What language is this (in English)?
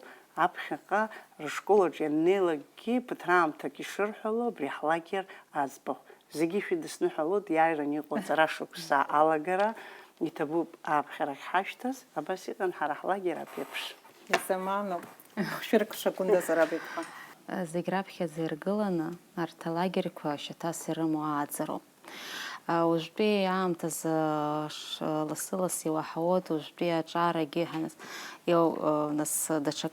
Abkhazian